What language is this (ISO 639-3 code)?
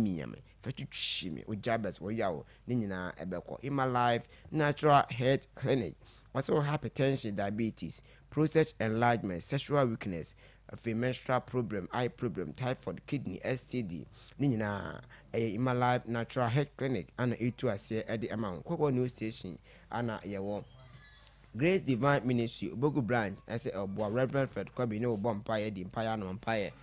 aka